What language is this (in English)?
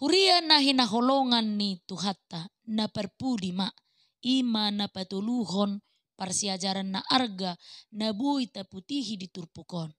Batak Toba